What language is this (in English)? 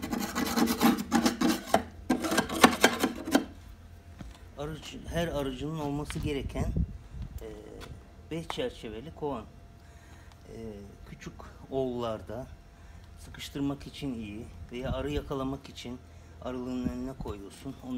Turkish